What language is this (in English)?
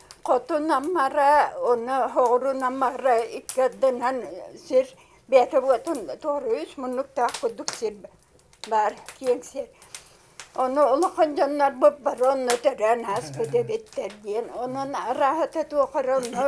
Yakut